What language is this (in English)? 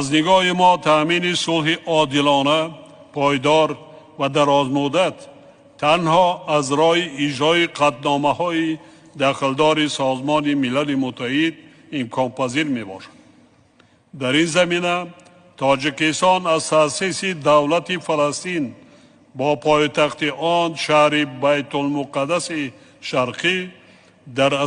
Tajik